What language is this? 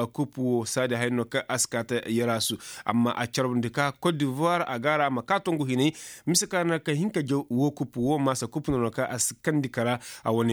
Koyraboro Senni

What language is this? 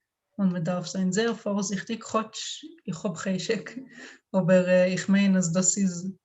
Yiddish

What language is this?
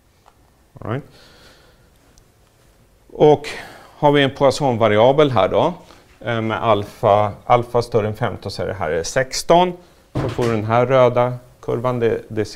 Swedish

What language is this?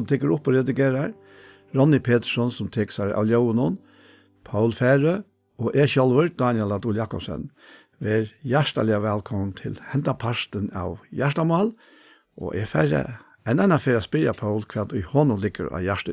Faroese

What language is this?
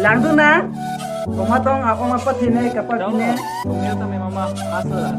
Karbi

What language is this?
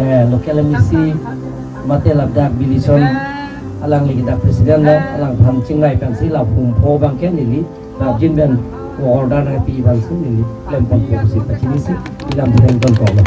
Karbi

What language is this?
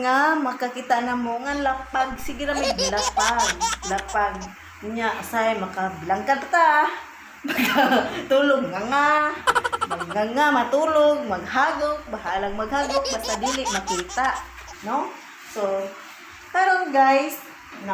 Cebuano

